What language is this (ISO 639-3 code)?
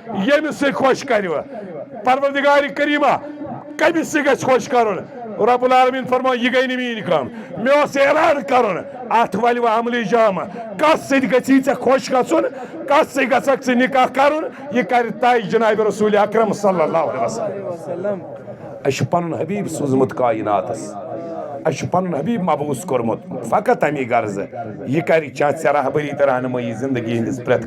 kas